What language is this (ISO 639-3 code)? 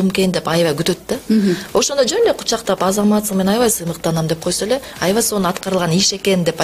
kir